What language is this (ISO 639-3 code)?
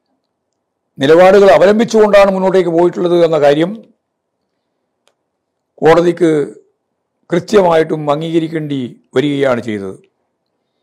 mal